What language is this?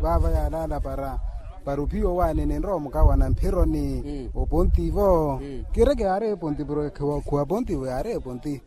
Makhuwa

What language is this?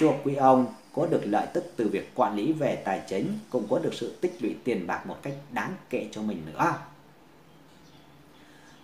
Vietnamese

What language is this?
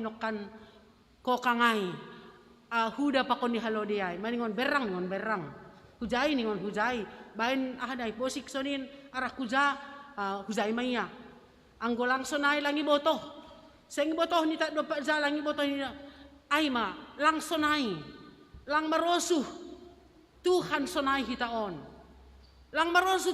Batak Simalungun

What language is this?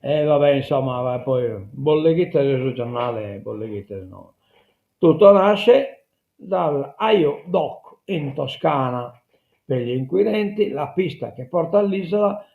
Sardinian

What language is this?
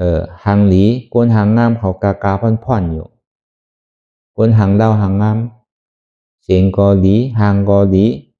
Shan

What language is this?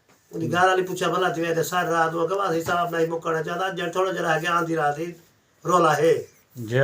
Saraiki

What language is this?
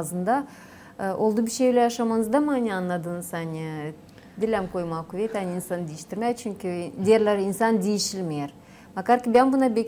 Gagauz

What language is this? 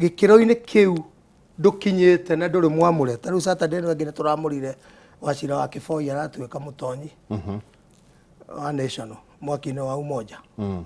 Kikuyu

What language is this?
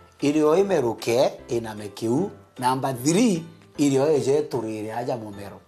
Meru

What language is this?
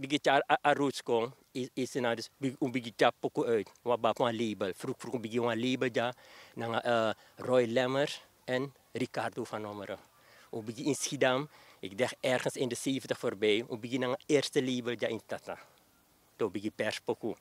Sranan Tongo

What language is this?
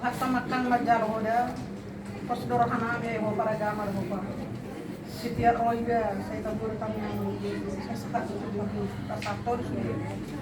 Batak Toba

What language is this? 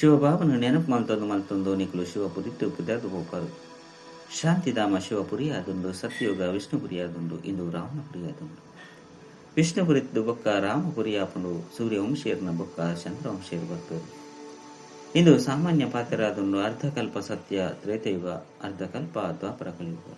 Tulu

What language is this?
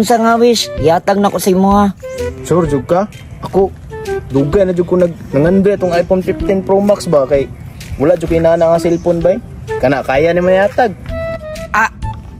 Cebuano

